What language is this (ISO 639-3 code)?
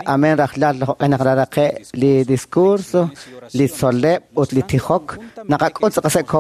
kek